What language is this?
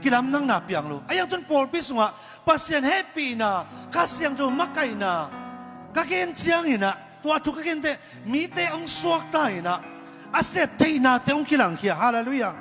Tedim Chin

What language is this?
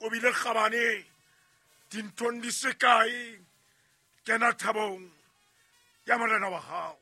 Southern Sotho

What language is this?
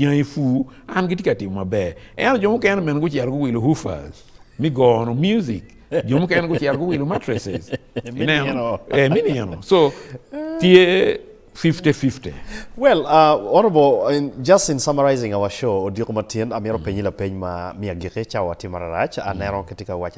Acoli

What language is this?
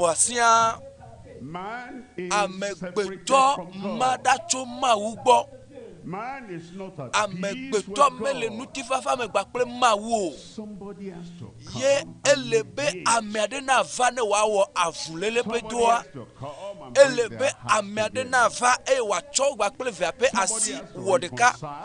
Ewe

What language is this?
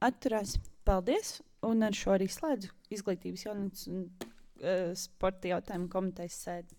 Latvian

